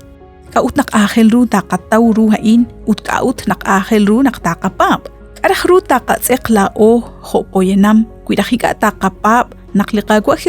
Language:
Kekchí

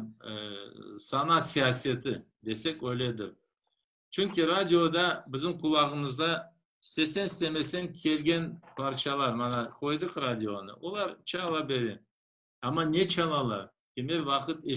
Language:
Crimean Tatar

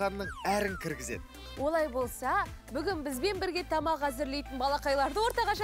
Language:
Kazakh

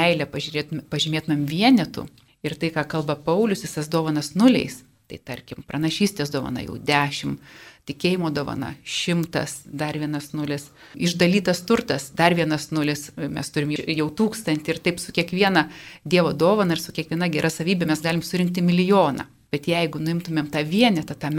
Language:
Lithuanian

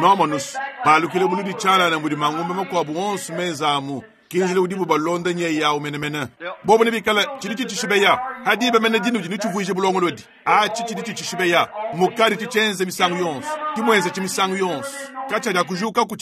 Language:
Luba-Lulua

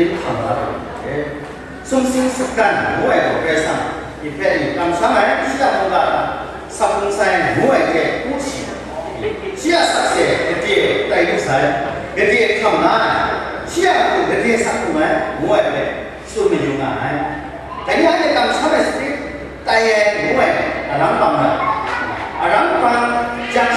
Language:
Kachin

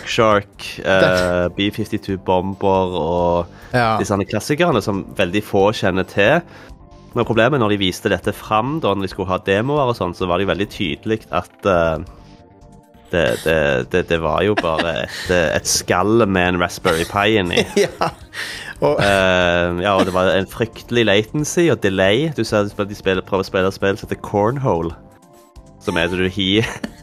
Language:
Norwegian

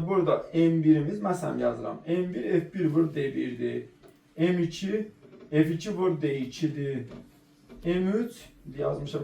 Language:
Azerbaijani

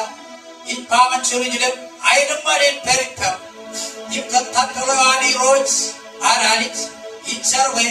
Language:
Marshallese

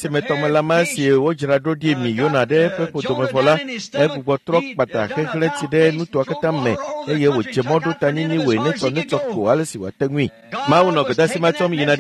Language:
Ewe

